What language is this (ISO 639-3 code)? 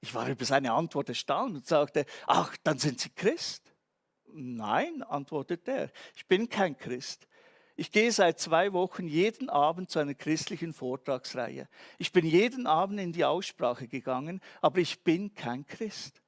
gsw